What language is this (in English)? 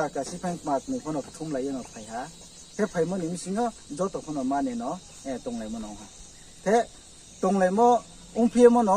Riang (India)